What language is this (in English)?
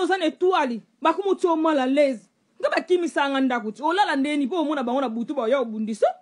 Lingala